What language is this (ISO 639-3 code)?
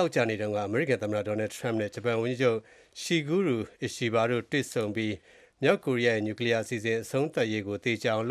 mya